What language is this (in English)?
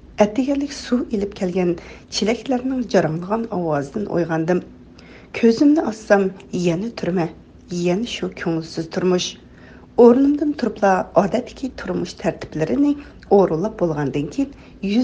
Uyghur